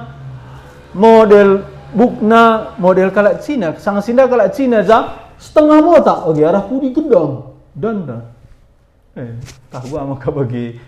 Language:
Batak Karo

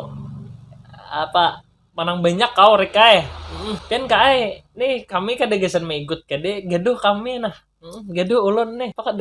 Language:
Banjar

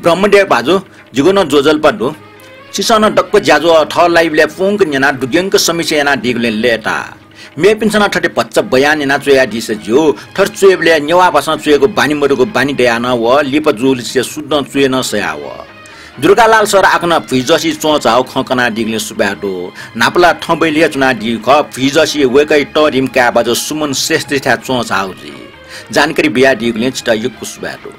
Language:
Newari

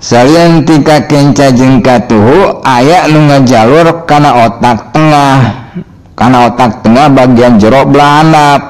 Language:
Sundanese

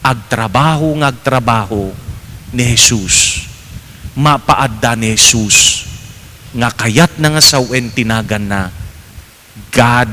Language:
Iloko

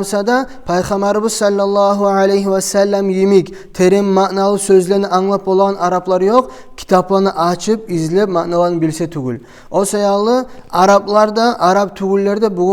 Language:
Kumyk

